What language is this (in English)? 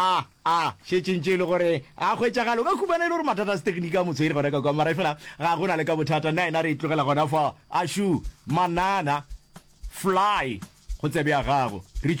Northern Sotho